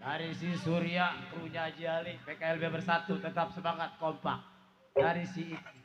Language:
Betawi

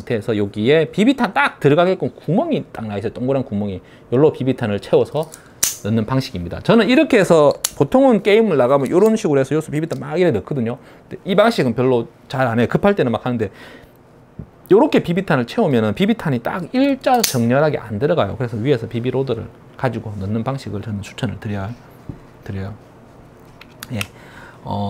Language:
Korean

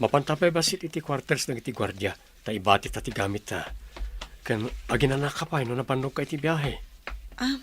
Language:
Iloko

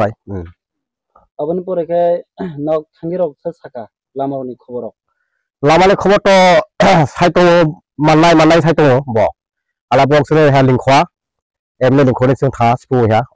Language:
Riang (India)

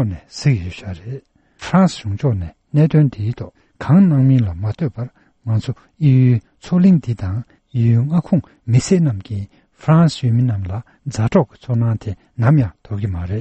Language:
Tibetan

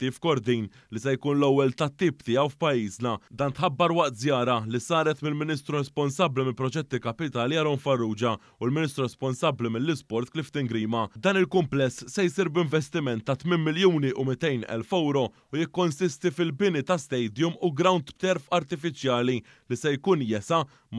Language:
Maltese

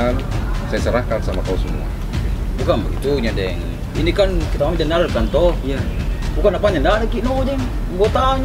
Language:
Makassar Malay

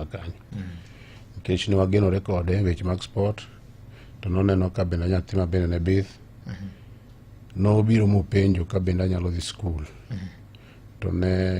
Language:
Luo (Kenya and Tanzania)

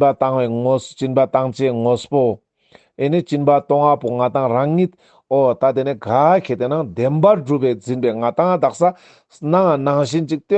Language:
Ladakhi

